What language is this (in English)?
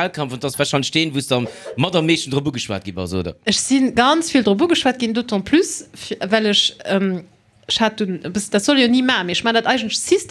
Luxembourgish